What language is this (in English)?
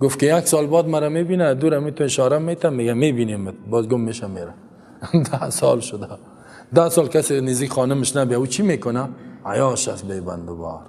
Persian